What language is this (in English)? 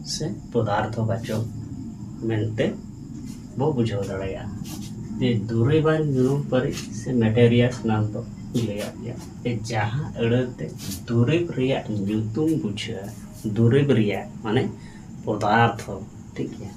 Santali